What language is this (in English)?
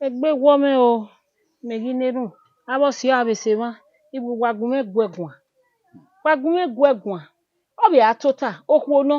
Bini